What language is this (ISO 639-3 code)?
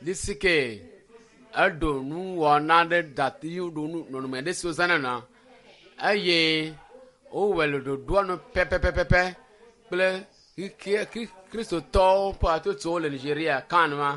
ewe